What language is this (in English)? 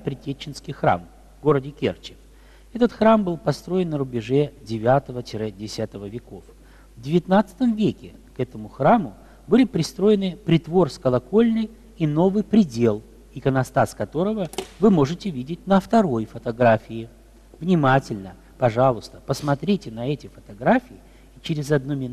Russian